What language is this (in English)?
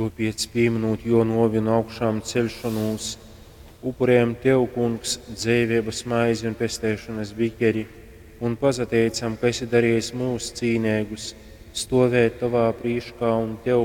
Latgalian